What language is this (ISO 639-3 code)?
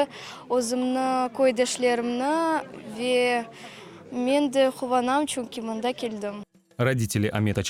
crh